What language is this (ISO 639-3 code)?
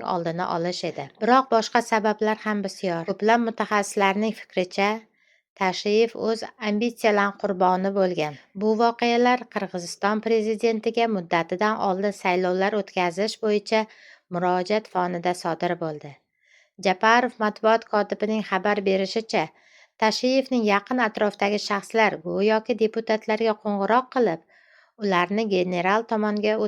uzb